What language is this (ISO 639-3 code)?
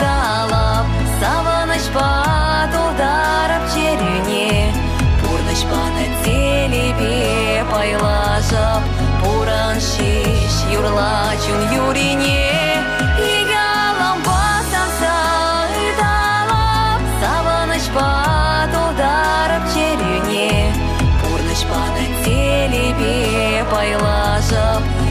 chv